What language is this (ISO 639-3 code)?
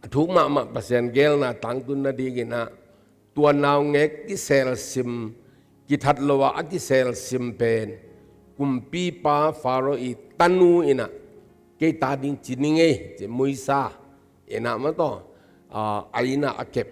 ctd